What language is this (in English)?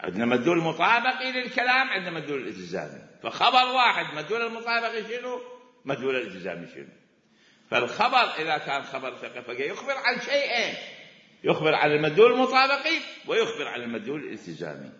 Mesopotamian Arabic